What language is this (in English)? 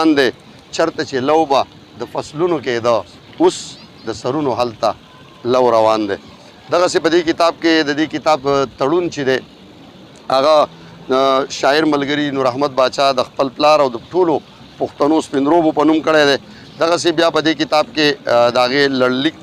Pashto